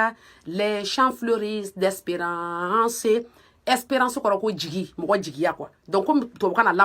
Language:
Bambara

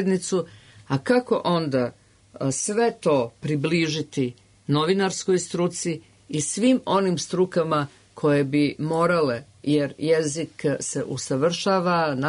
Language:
Serbian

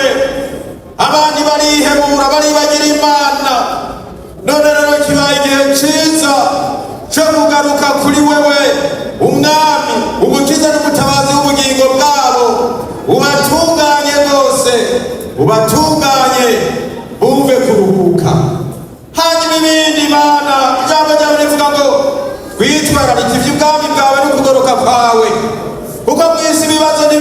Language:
Rundi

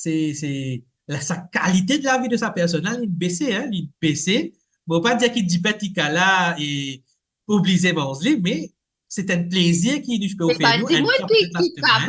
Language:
Morisyen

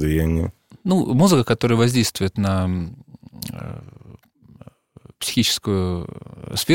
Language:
Russian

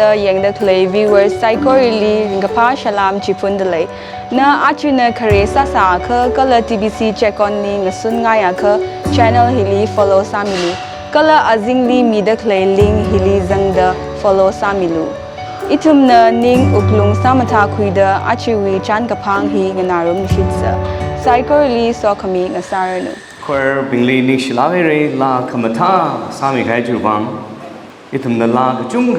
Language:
Tangkhul Naga (India)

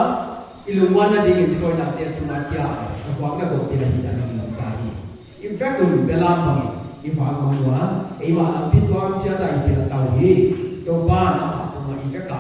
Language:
Paite Chin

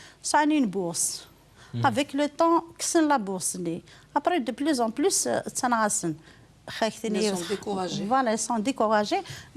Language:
Kabyle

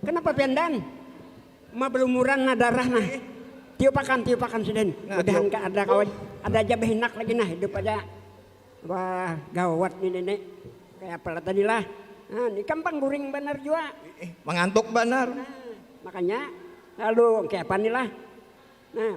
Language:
Banjar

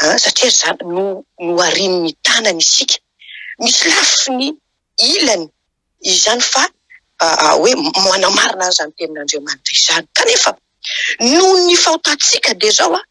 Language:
Malagasy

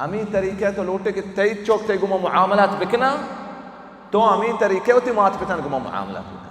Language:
Baluchi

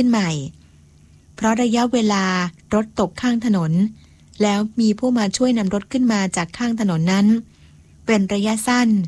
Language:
Thai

